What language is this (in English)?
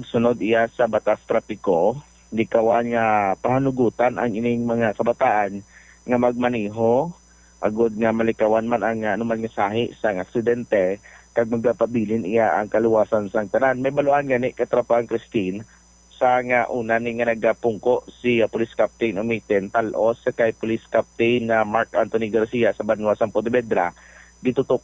Hiligaynon